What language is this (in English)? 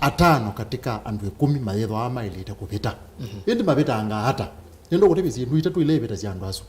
Kamba